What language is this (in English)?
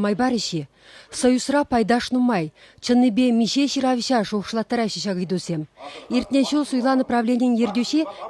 Chuvash